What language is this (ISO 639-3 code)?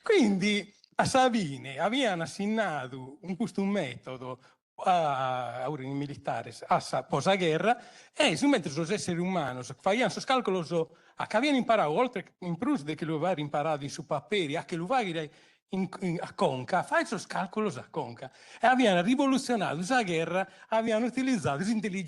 srd